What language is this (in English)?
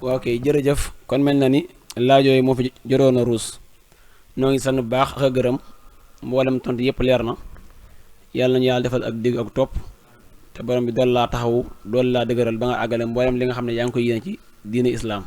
Wolof